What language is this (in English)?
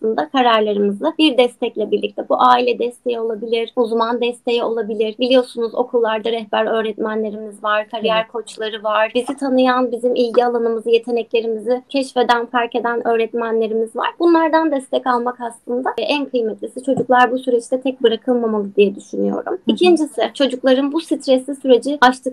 Turkish